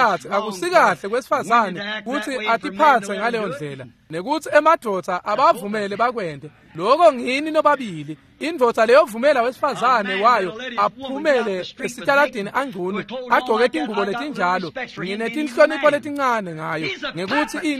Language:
Swati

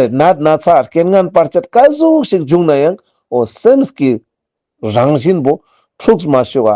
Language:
Ladakhi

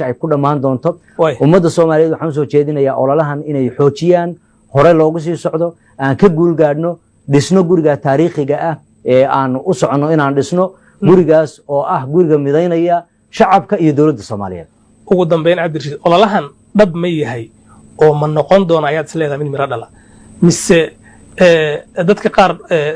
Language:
Somali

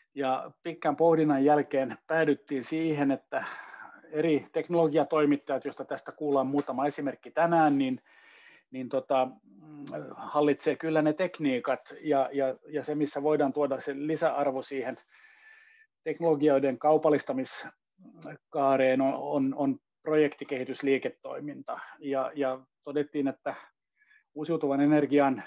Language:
Finnish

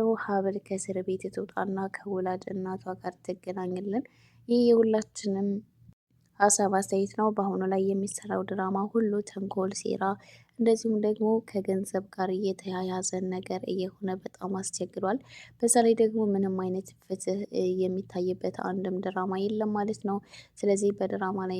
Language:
Amharic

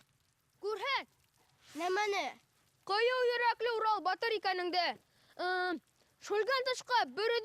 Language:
Bashkir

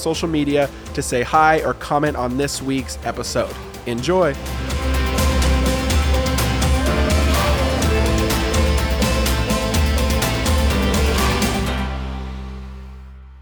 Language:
English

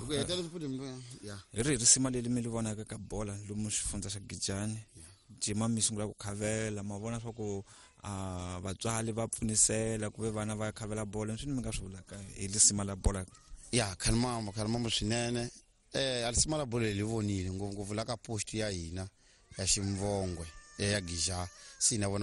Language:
Tsonga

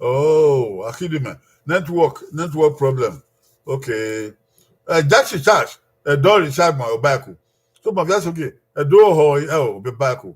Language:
Bini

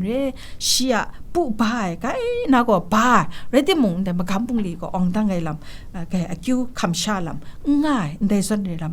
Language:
Kachin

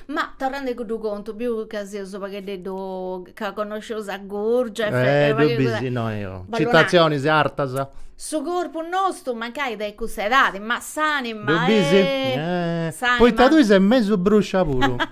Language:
Sardinian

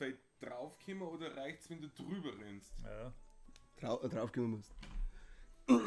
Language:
Bavarian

